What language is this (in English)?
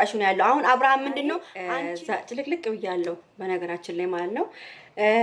Amharic